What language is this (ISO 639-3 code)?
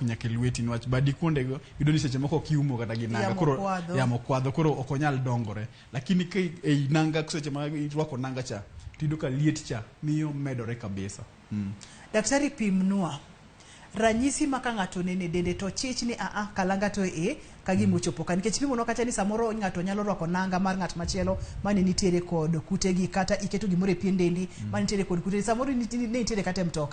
luo